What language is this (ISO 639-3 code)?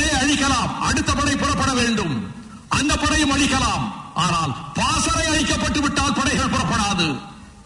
tam